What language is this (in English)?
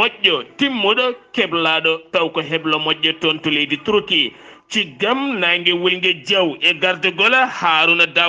Fula